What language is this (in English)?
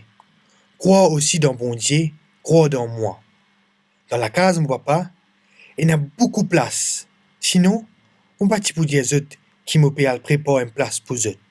Morisyen